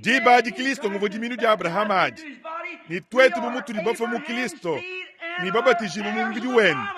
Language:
Luba-Lulua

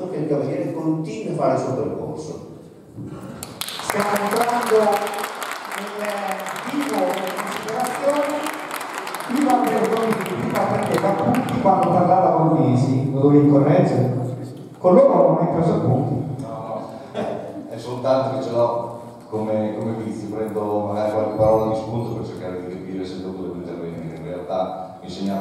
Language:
Italian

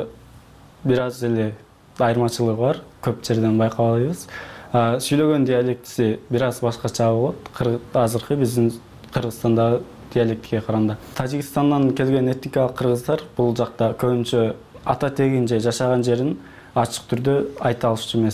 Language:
Kyrgyz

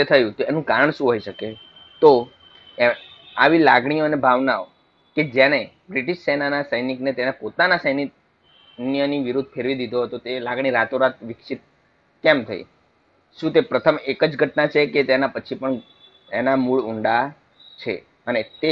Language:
Gujarati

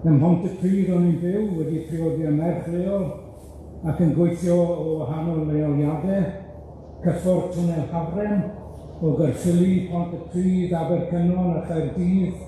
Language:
Welsh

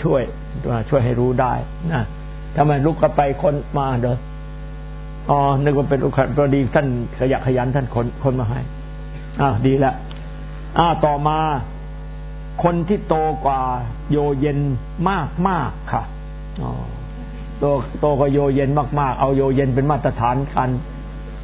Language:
Thai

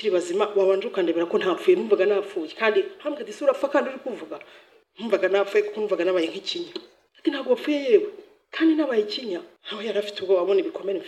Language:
Kinyarwanda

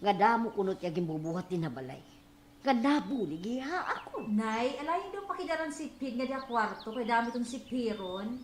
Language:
Waray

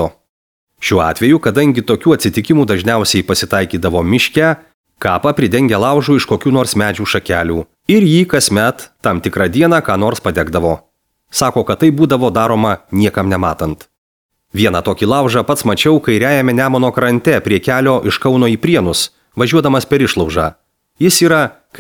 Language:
Lithuanian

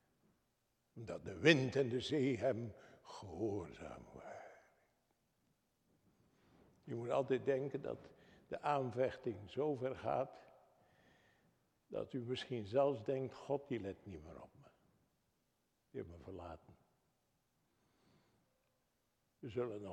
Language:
Dutch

